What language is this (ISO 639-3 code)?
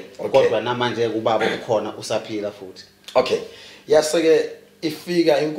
zul